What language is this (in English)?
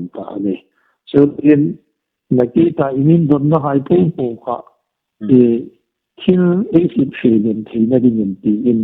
Hmar